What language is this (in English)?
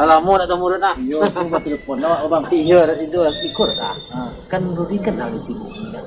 Minangkabau